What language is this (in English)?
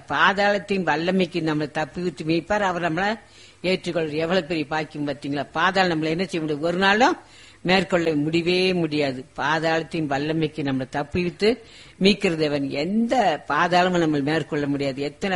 Tamil